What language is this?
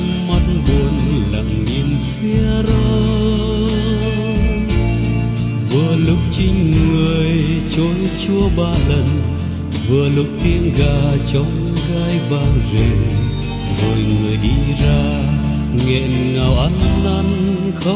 Vietnamese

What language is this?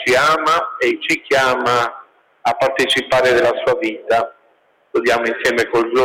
Italian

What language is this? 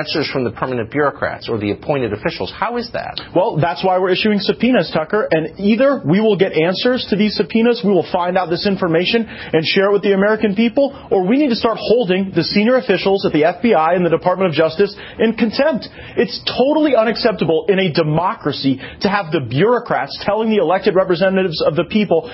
English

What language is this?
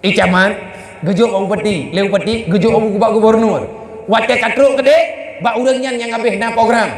Achinese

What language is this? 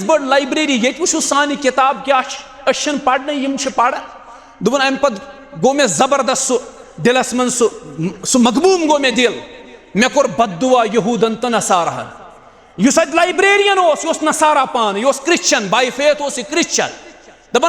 Kashmiri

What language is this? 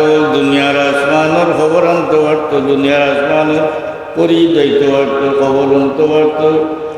Sylheti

